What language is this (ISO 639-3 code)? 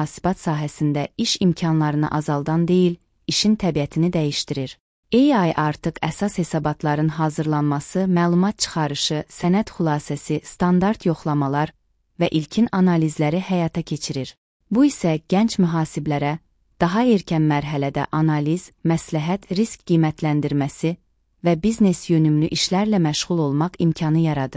aze